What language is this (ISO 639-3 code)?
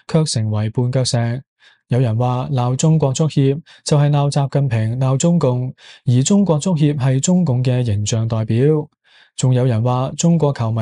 yue